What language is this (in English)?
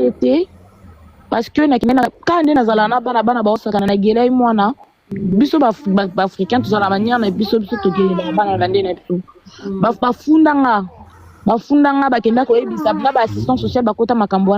Lingala